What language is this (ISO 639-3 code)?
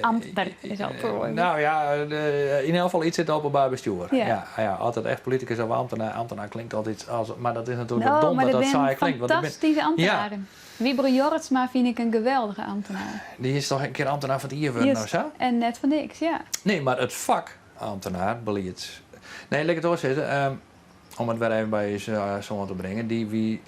fry